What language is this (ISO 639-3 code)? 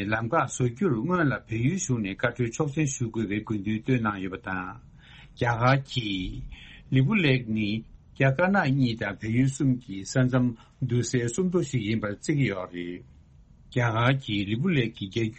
bod